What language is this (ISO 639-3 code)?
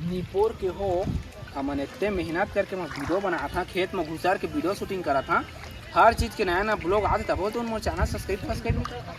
hne